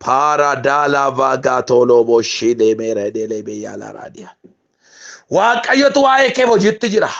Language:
Oromo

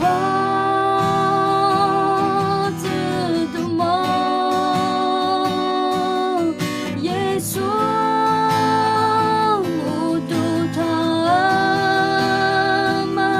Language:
Akha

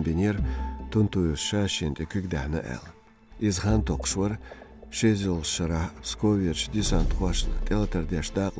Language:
Chechen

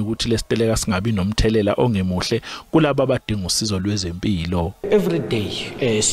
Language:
Zulu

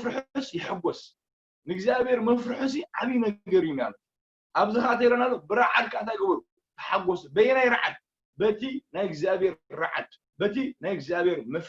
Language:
Tigrinya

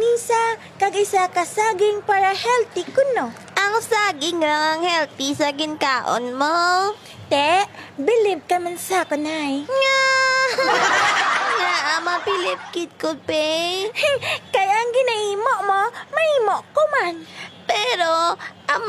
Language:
Hiligaynon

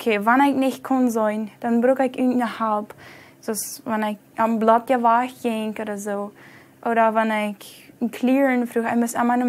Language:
Plautdietsch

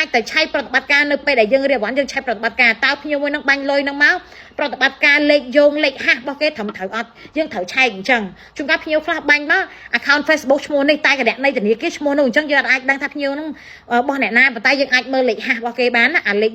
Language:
Khmer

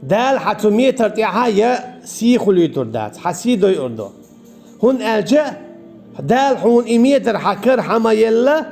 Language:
Chechen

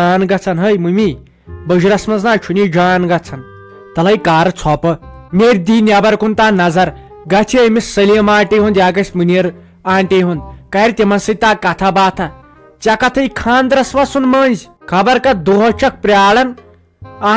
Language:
Kashmiri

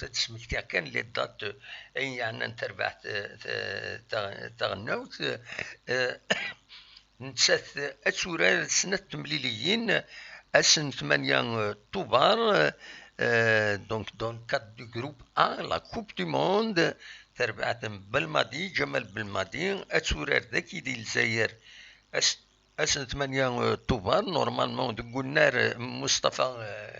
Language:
Kabyle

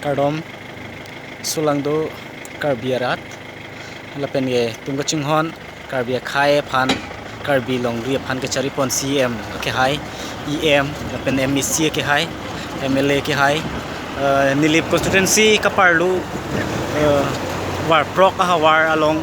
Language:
Karbi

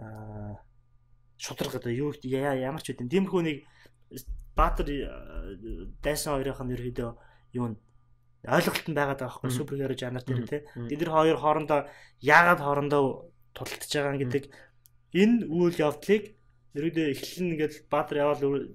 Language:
Mongolian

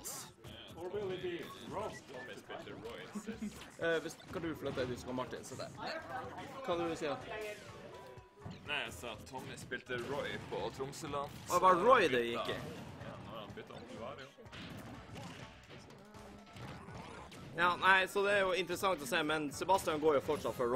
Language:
Norwegian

